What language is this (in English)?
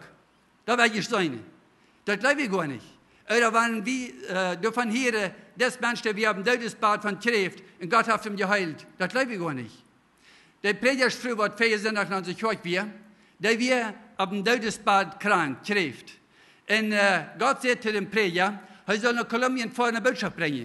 Plautdietsch